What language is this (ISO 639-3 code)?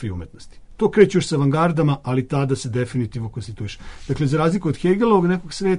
srp